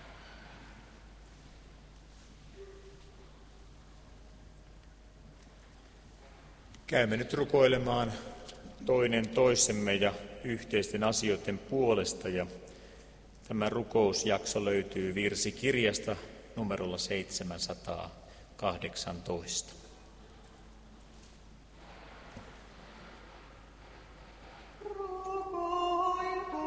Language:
Finnish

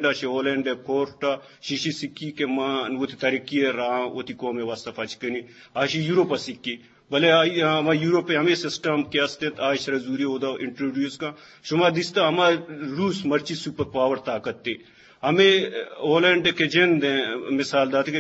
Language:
Eastern Balochi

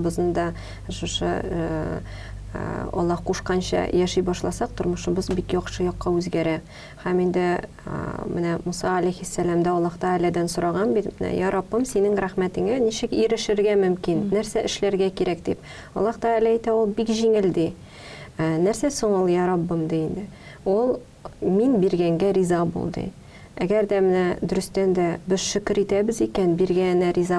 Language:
Tatar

